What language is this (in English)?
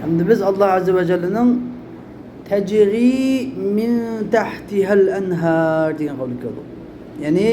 Uyghur